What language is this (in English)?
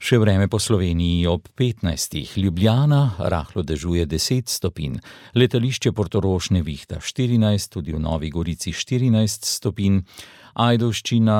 Slovenian